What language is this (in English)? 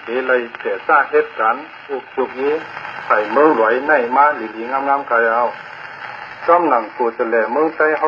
Shan